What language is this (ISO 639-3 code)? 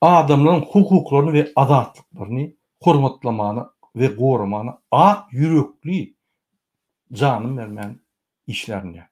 tuk